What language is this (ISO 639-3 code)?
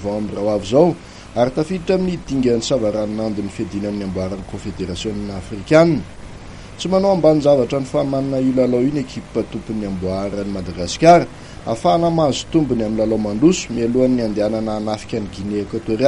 mlg